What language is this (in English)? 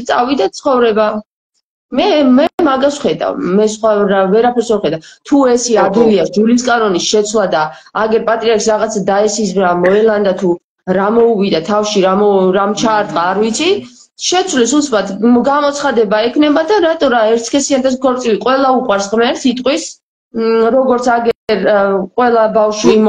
Georgian